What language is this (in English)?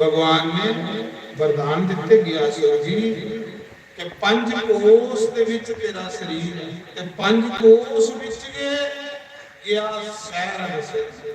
Dogri